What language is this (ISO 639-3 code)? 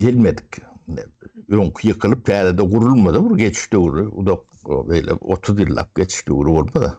tuk